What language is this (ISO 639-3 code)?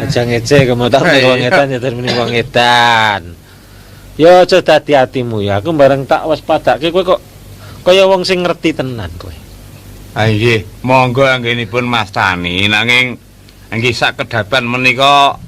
jav